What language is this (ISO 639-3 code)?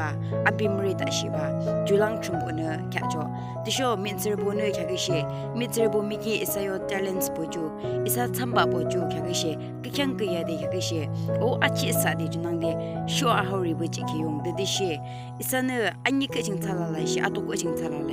yim